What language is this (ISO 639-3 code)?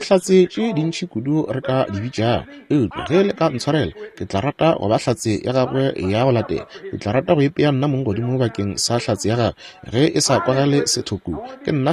nso